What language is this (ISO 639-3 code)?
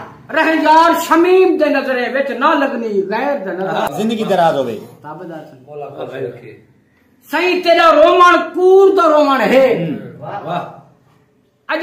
skr